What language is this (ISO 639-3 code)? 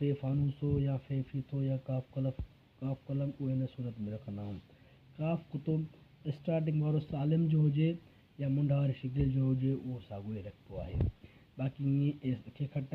snd